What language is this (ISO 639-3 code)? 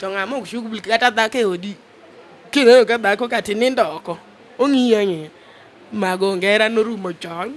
luo